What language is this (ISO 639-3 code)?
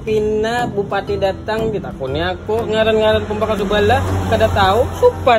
bjn